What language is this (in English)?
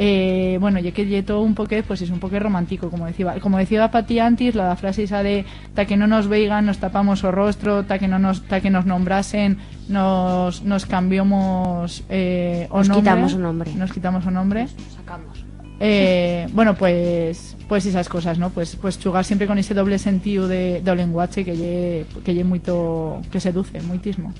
Aragonese